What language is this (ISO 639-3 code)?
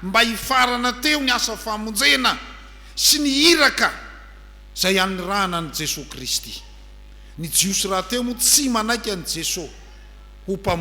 mlg